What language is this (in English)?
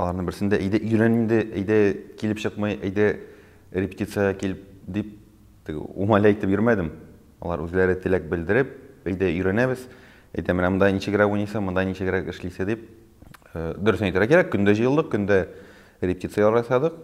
Tatar